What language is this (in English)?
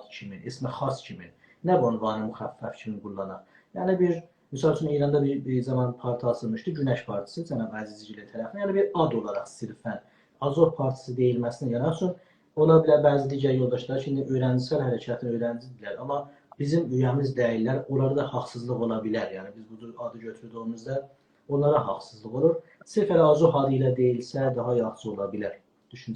South Azerbaijani